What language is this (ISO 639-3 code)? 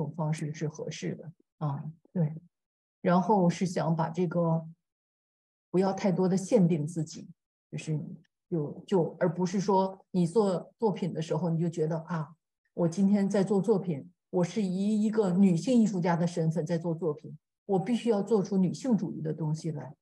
zho